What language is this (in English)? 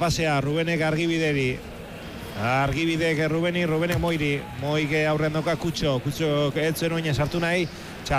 Basque